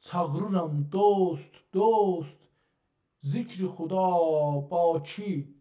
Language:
South Azerbaijani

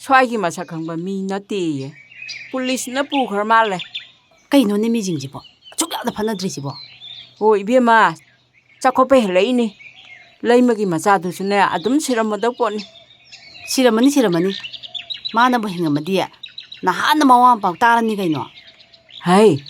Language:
Manipuri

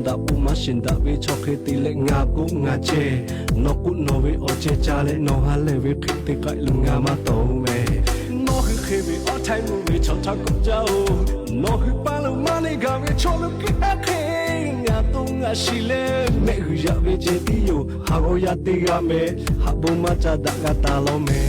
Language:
Lahu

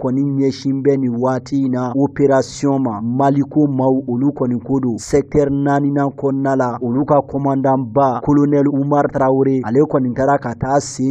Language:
Bambara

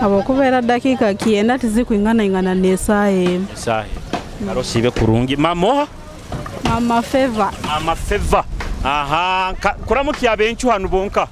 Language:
Nyoro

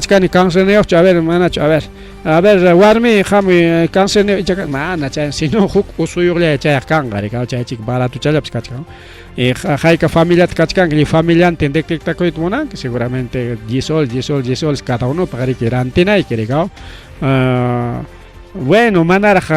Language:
Ayacucho Quechua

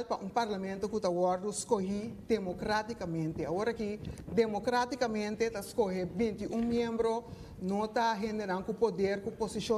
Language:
Papiamento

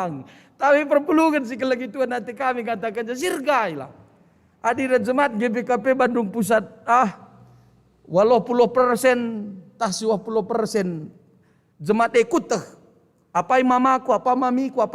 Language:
Batak Karo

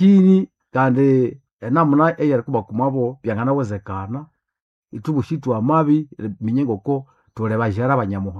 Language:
Nande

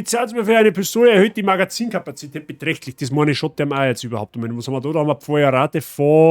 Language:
Bavarian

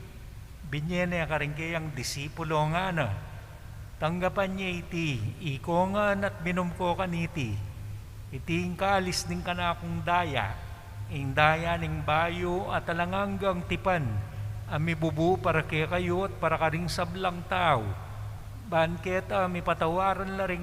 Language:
Pampanga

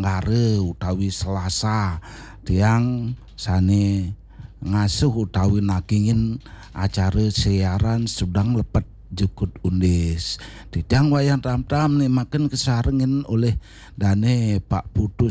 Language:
Balinese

